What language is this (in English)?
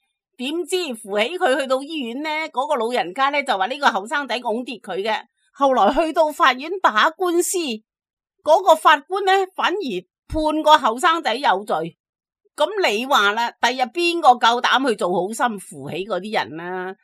Cantonese